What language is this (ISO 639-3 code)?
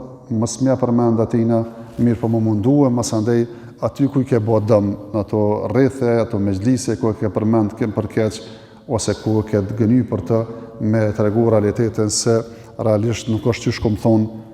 sqi